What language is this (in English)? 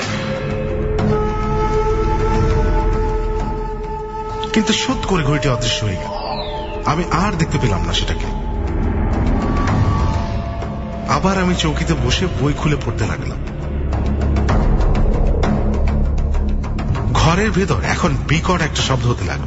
Bangla